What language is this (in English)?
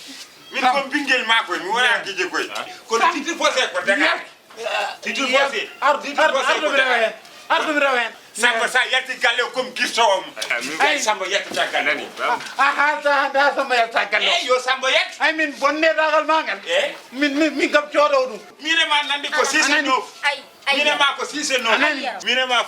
Fula